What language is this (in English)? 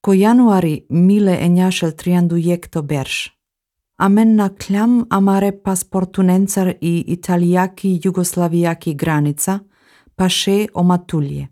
Slovenian